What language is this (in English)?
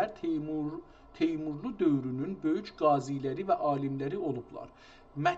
South Azerbaijani